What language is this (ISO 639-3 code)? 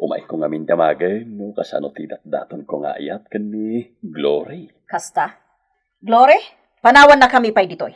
ilo